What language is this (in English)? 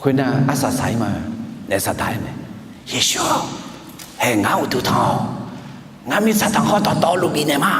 Akha